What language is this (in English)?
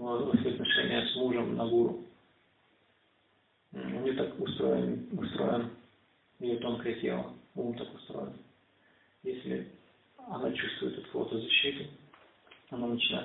Russian